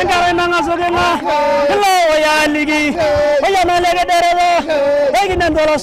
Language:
Masai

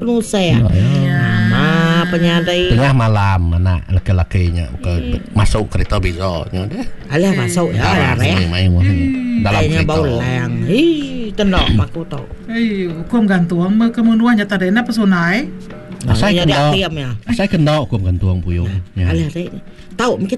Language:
Malay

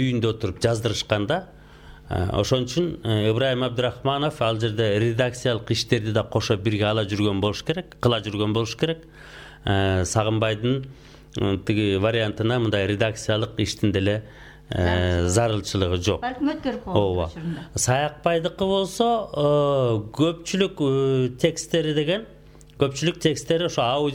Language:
Kyrgyz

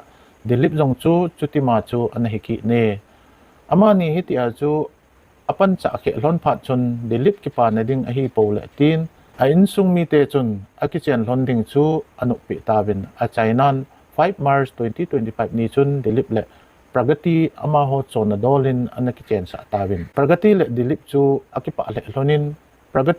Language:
Thado Chin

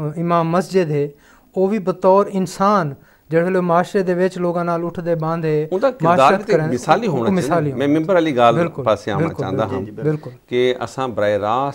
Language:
Saraiki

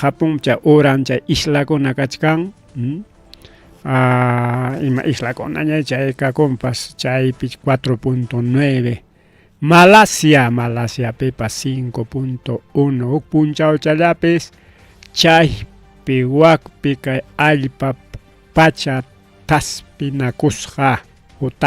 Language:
Ayacucho Quechua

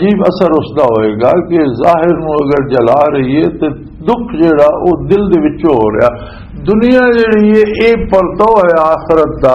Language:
Western Panjabi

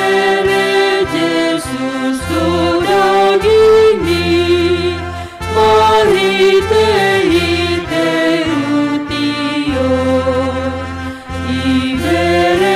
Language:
Batak Simalungun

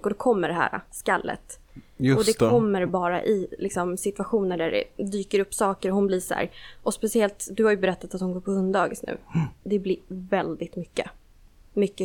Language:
Swedish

